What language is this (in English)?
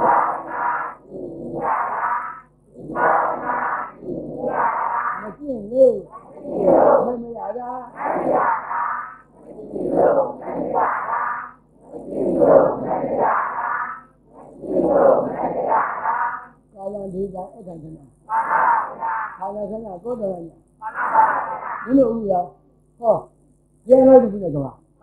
Burmese